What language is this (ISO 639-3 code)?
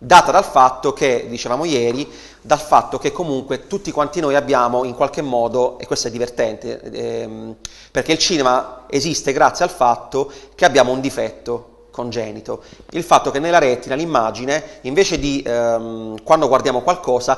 ita